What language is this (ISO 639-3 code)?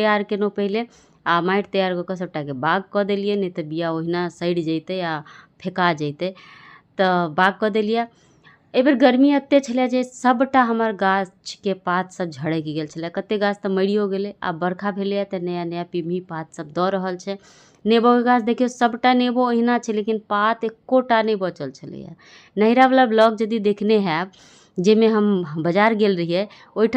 mai